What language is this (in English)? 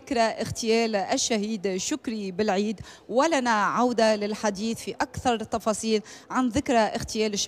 Tunisian Arabic